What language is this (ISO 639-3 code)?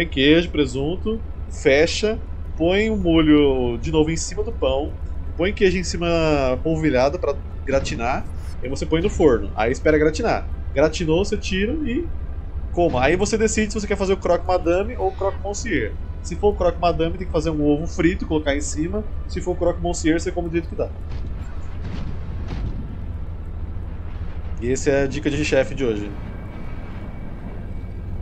por